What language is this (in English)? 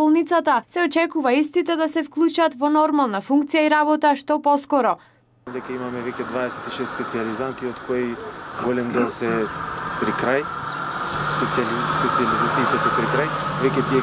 Macedonian